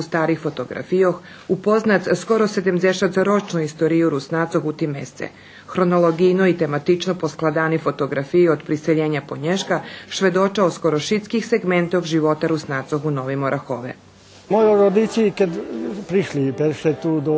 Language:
Rusyn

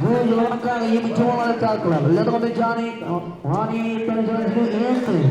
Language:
Marshallese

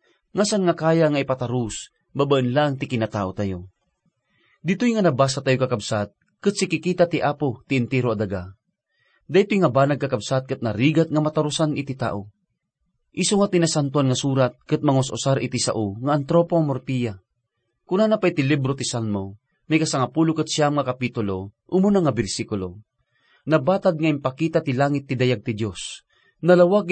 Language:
Iloko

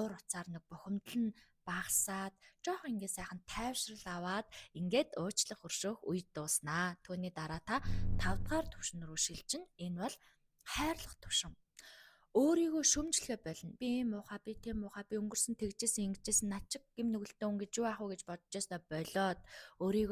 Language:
Mongolian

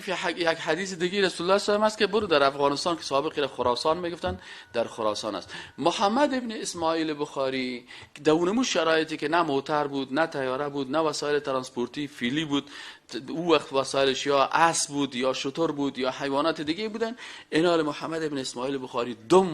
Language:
Persian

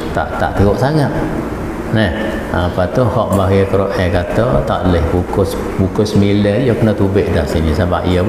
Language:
Malay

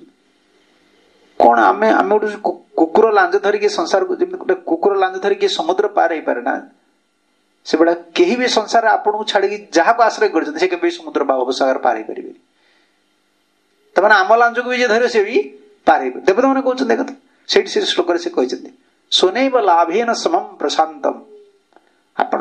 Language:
Odia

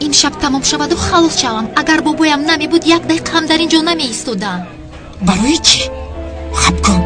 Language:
Tajik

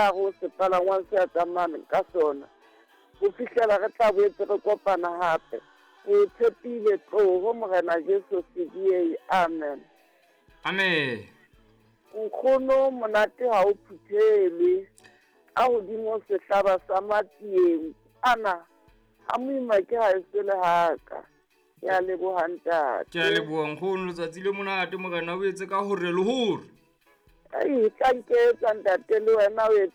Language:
Southern Sotho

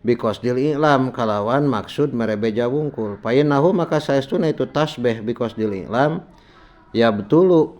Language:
Sundanese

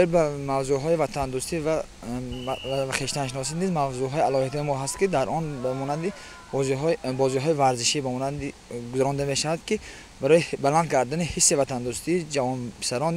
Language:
Tajik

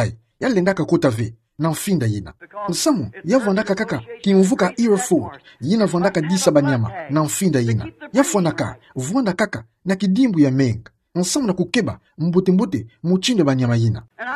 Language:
Kituba (Democratic Republic of Congo)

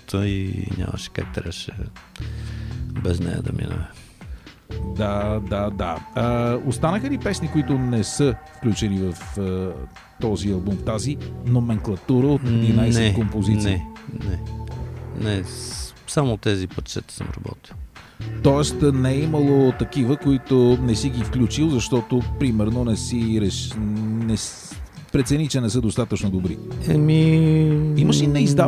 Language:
Bulgarian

